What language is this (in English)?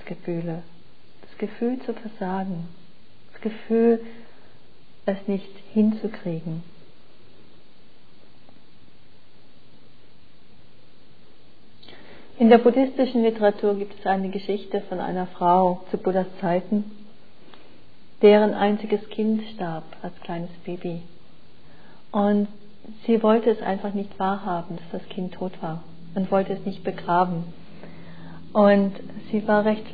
German